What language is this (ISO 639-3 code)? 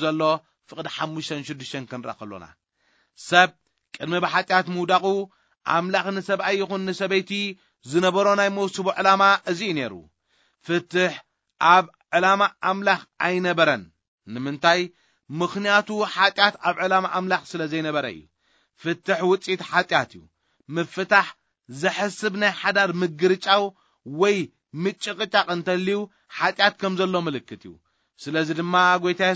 tir